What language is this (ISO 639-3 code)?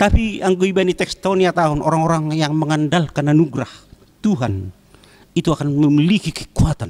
bts